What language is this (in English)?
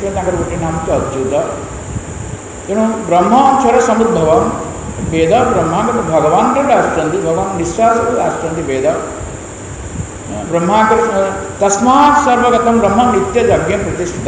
Odia